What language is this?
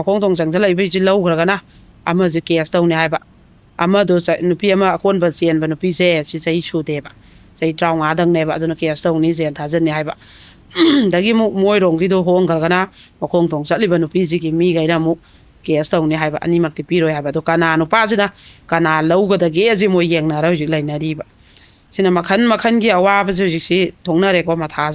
Manipuri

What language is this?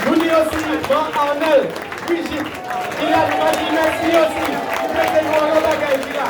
Guadeloupean Creole French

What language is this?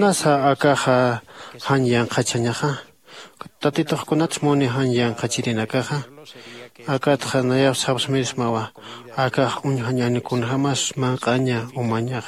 Aymara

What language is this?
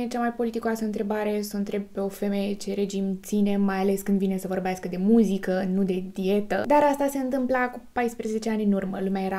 Romanian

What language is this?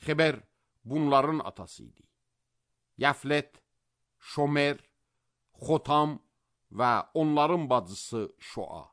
Azerbaijani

